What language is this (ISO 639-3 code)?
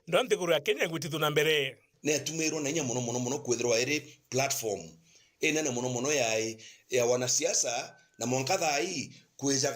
mer